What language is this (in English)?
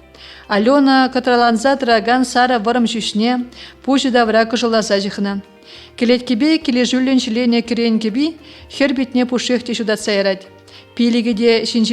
Chuvash